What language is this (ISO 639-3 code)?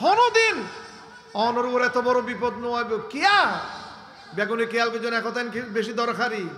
rhg